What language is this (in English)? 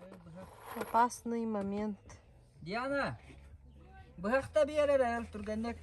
Yakut